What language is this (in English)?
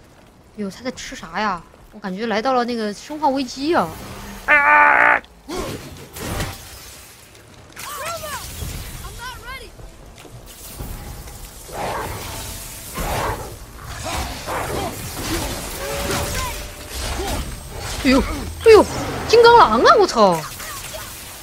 Chinese